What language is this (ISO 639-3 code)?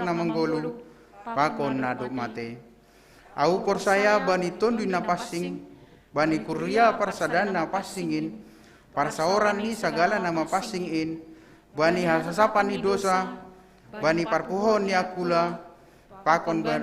bts